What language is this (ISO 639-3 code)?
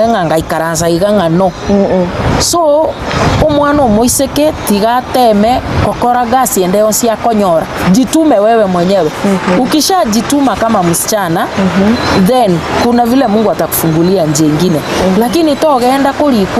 guz